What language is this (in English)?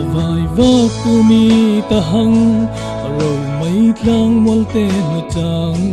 Falam Chin